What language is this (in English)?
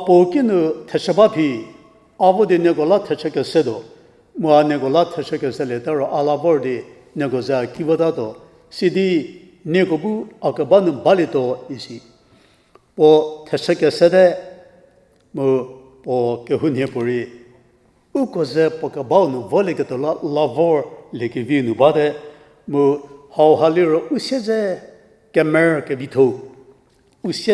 Angami Naga